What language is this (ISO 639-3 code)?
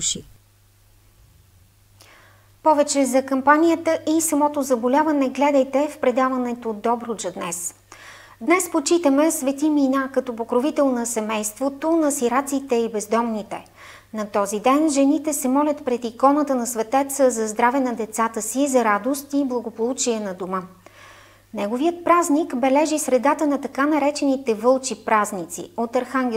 bul